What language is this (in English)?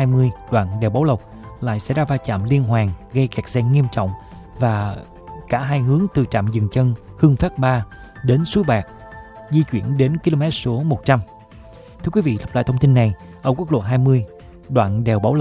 Vietnamese